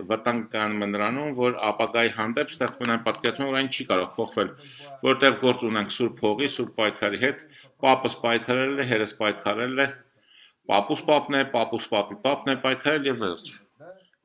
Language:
Armenian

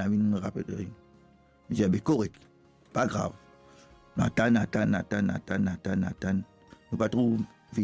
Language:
Morisyen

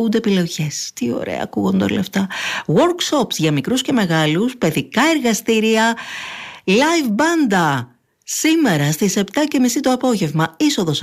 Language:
Greek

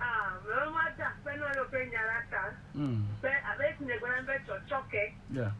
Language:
Ewe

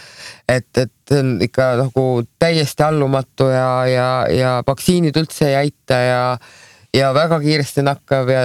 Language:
Estonian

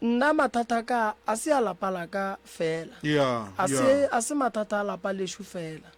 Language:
Northern Sotho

